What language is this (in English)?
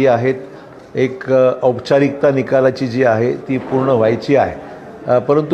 Marathi